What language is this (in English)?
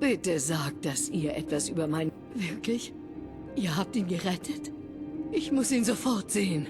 Bavarian